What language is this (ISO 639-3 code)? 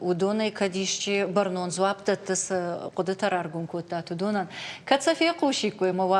oss